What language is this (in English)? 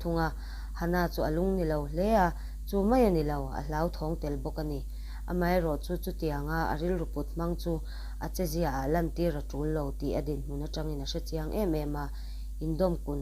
Mizo